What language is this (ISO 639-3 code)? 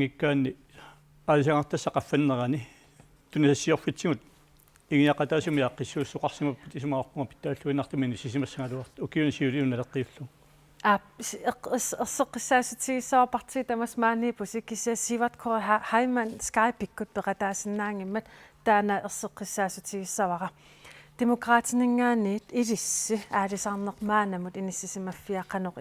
kal